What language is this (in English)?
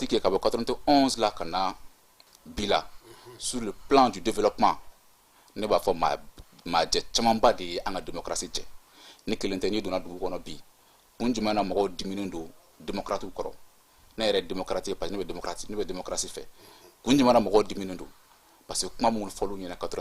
Bambara